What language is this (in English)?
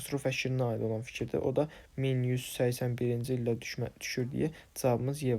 Azerbaijani